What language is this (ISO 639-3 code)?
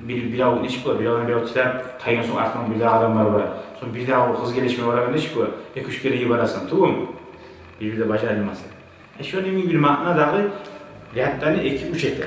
kum